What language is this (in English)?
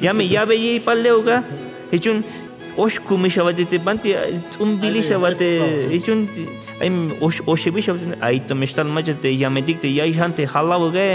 Tzeltal